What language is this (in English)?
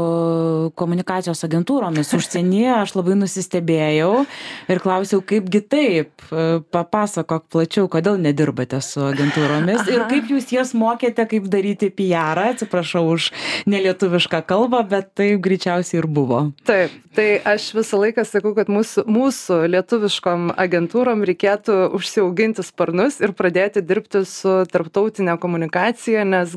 Lithuanian